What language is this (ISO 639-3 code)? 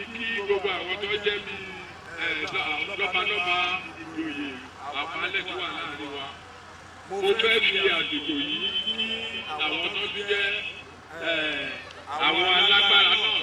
yor